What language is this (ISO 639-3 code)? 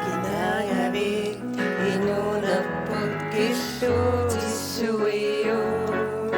kal